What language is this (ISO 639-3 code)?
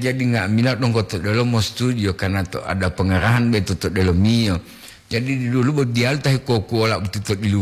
gor